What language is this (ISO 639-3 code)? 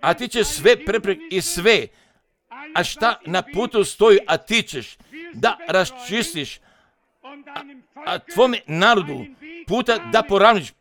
hrv